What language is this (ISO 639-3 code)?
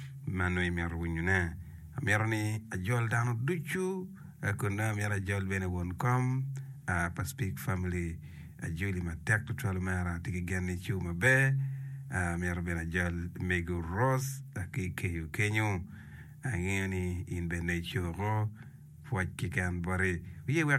ach